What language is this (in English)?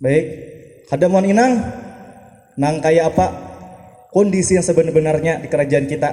Banjar